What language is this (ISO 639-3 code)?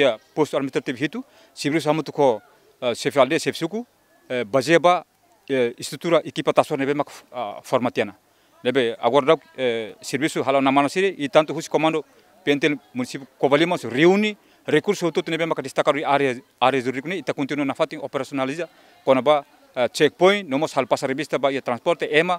tet